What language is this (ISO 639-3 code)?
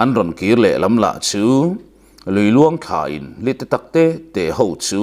lus